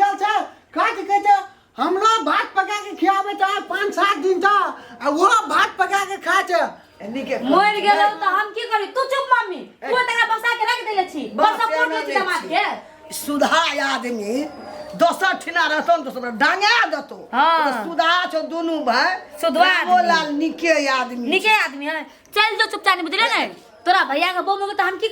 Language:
Maithili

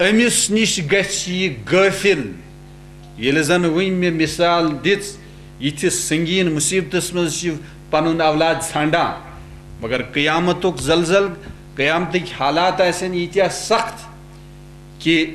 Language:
Kashmiri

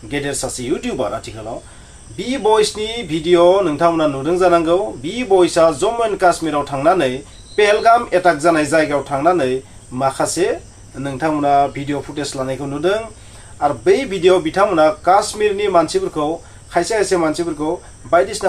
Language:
Bodo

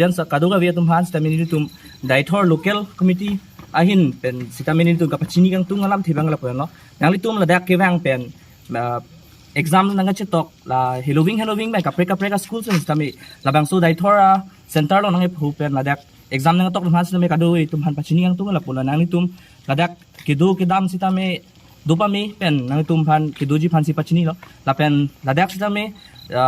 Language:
Karbi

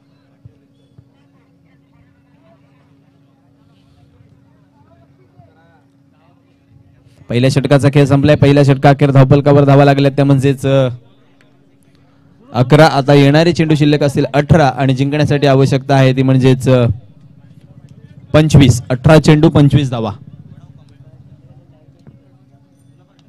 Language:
Marathi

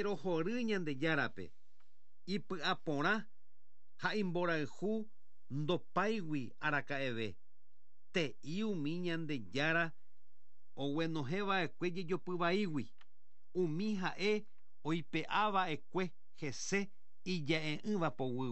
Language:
Guarani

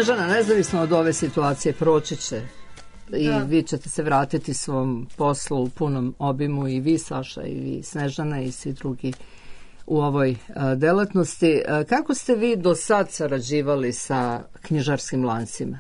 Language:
Serbian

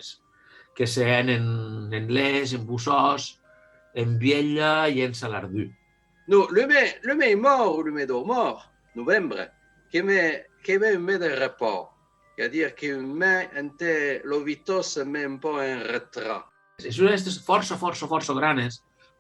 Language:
Occitan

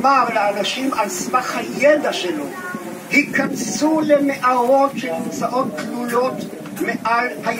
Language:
Hebrew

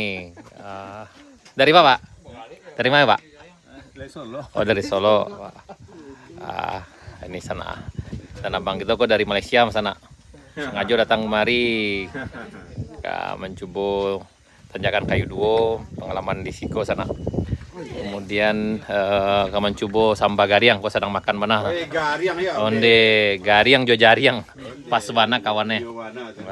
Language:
Minangkabau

